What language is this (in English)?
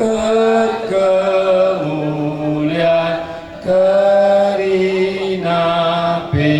Batak Karo